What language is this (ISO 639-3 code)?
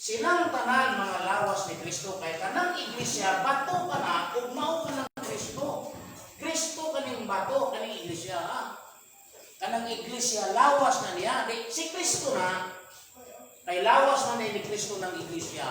ceb